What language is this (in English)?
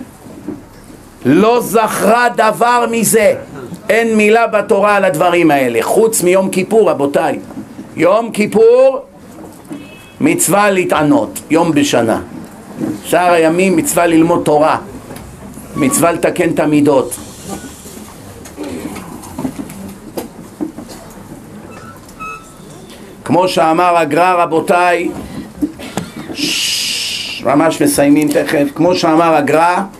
Hebrew